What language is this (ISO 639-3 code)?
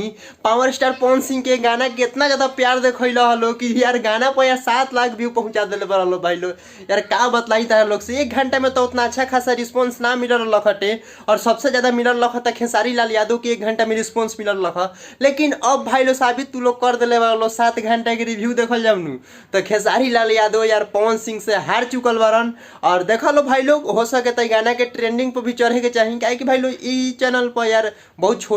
bho